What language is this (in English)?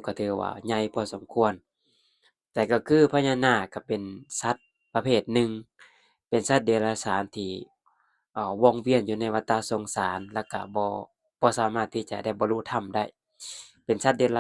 Lao